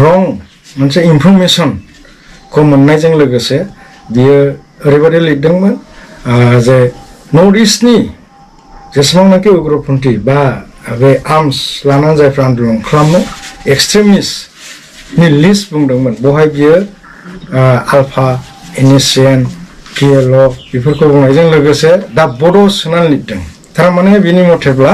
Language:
Bodo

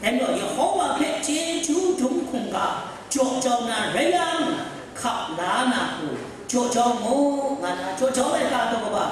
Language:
Kachin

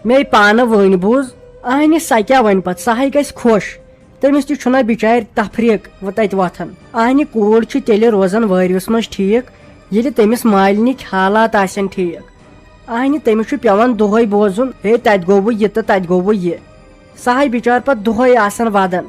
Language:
Kashmiri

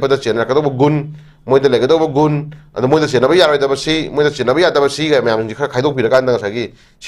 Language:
Manipuri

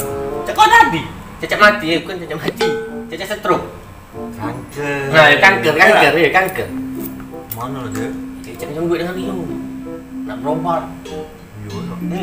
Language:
Musi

